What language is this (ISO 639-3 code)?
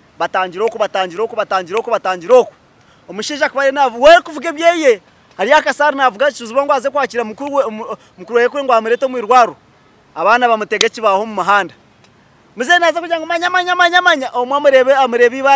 nyn